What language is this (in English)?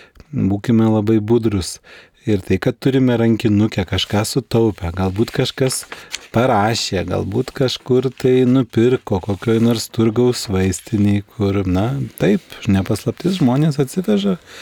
Lithuanian